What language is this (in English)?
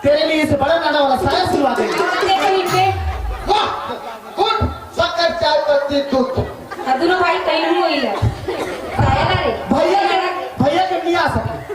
Chhattisgarhi